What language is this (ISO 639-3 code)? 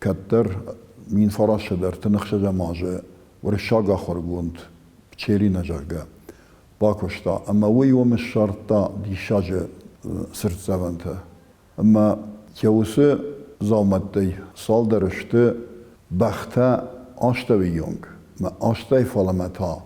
oss